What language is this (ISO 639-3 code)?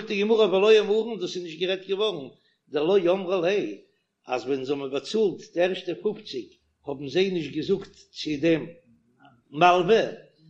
yid